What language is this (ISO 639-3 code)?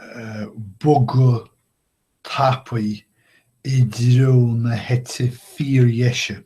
gle